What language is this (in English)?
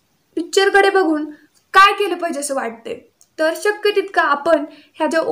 Marathi